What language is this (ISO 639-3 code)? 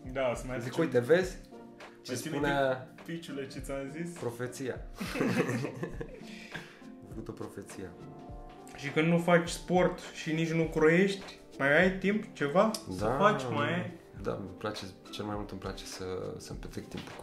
ron